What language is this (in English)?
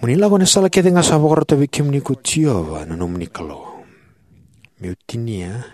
Fijian